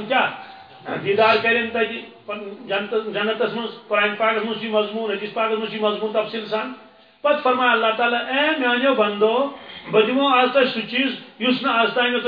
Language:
Kashmiri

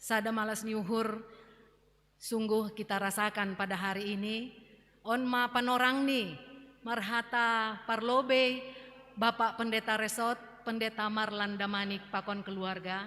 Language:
Batak Simalungun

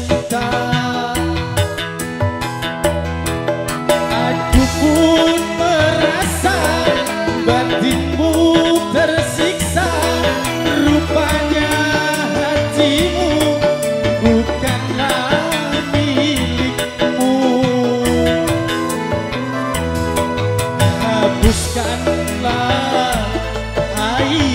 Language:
Indonesian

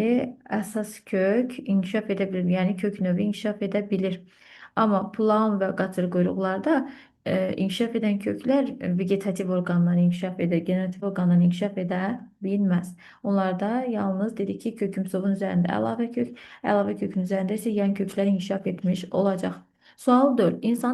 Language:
Azerbaijani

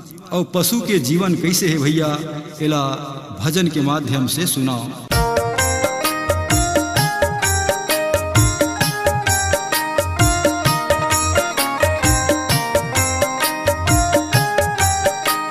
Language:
Chhattisgarhi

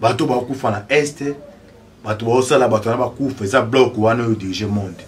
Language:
Lingala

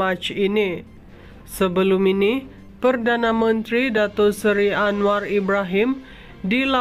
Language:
Malay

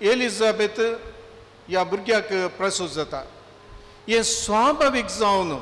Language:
Konkani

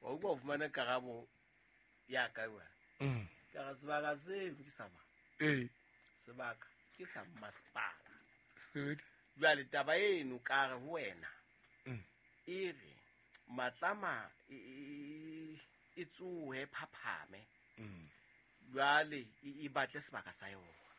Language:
Southern Sotho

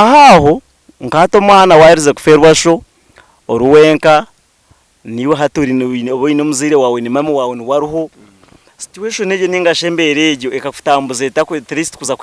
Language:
Nyankole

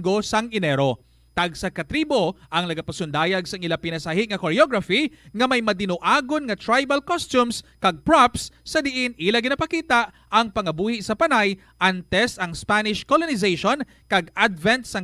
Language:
Hiligaynon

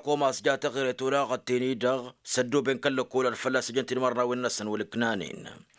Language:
Tamasheq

